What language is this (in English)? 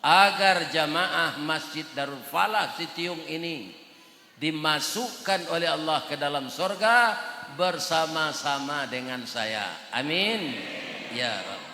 Minangkabau